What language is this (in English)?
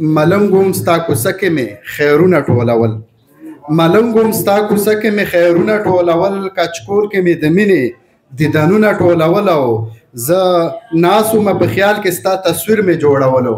Pashto